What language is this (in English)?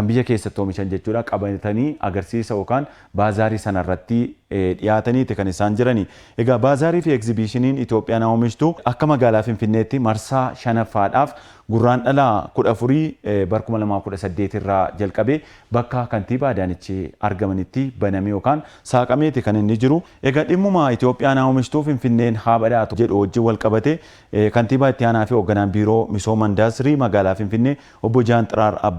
Oromo